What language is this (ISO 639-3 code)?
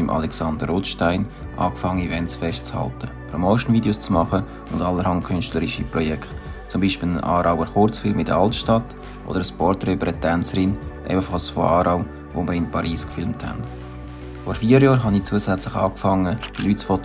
gsw